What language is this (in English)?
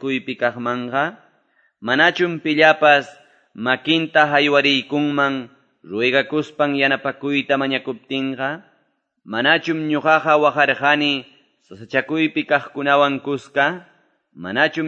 Quechua